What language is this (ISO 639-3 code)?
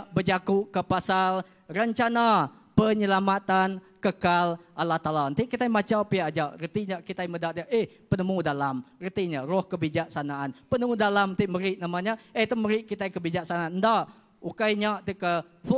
iba